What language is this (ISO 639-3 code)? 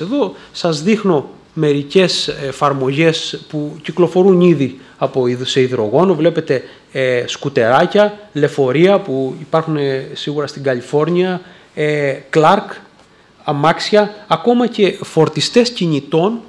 ell